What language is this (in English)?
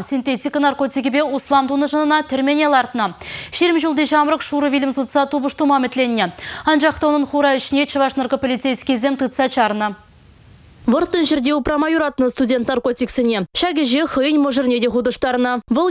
Chuvash